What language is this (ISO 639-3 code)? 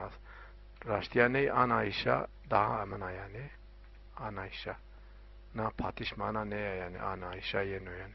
zza